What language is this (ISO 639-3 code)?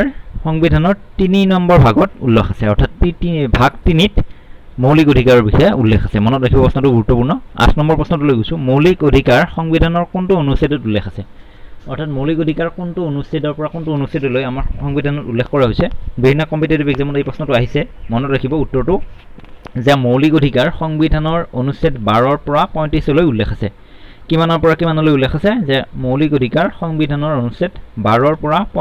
asm